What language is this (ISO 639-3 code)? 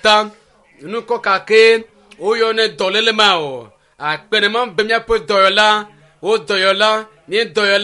ewe